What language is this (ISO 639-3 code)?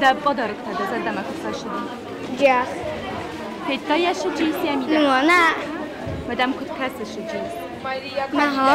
oss